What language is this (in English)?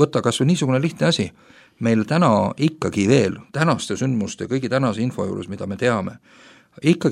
Estonian